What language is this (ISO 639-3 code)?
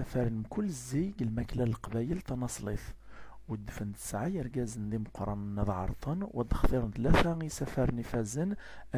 kab